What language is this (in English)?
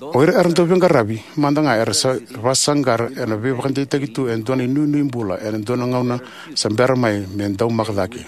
Fijian